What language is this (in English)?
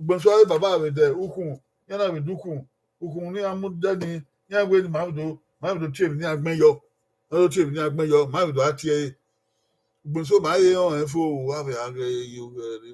Bini